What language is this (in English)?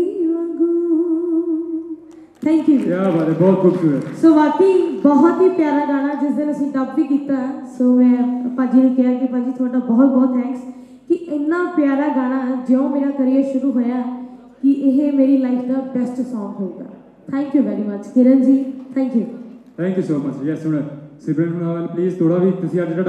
Punjabi